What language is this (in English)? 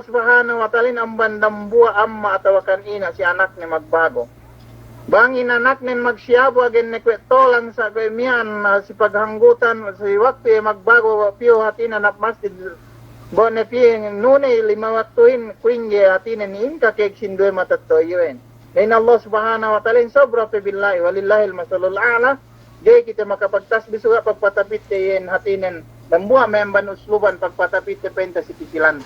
Yakan